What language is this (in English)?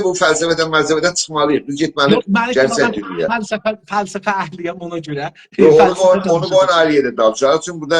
South Azerbaijani